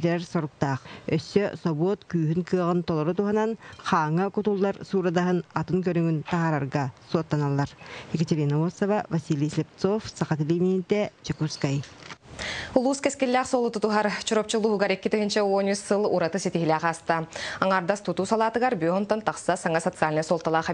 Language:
Yakut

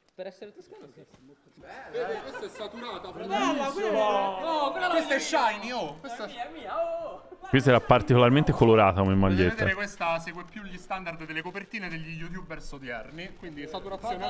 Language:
Italian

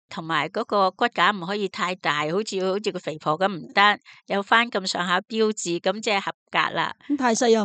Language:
Cantonese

